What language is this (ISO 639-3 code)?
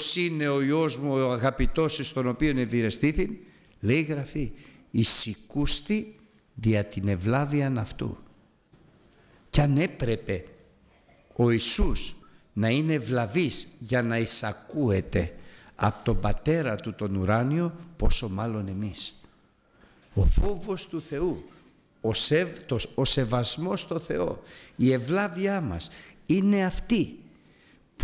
ell